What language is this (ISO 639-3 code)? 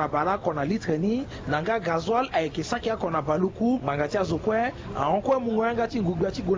sag